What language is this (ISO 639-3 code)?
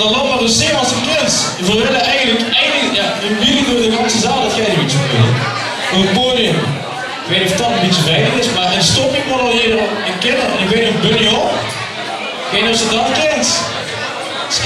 lim